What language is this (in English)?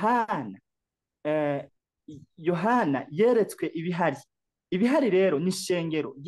Rundi